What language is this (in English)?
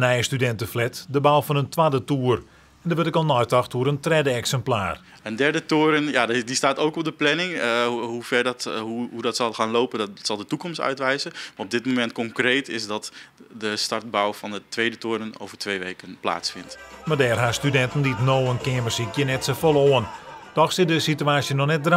Western Frisian